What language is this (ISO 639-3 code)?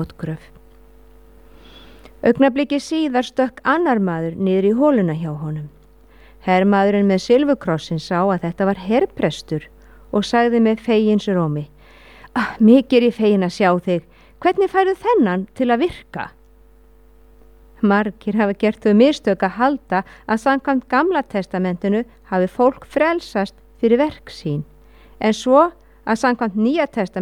isl